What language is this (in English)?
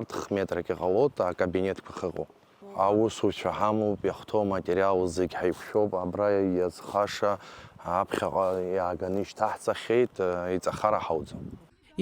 Abkhazian